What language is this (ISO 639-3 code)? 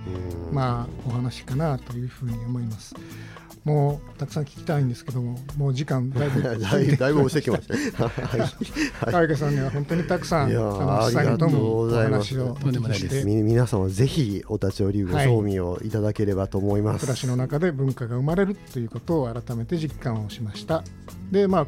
jpn